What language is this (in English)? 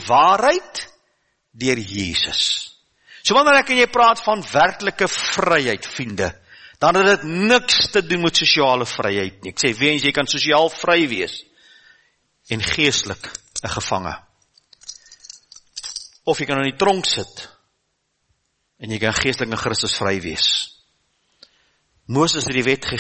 Afrikaans